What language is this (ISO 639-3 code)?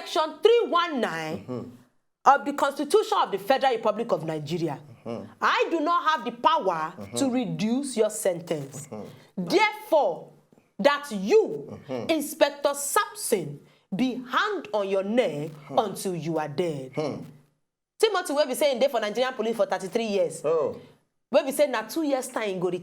pcm